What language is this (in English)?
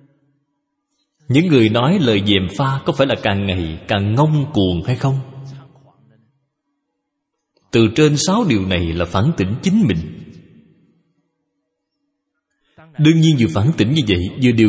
Vietnamese